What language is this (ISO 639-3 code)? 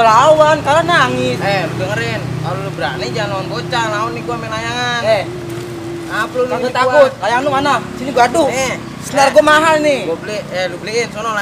bew